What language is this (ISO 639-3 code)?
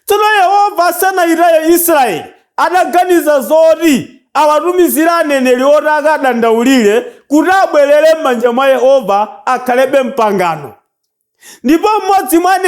nya